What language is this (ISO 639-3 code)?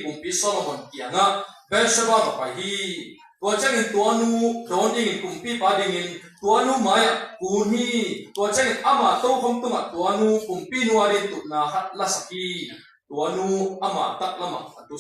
ctd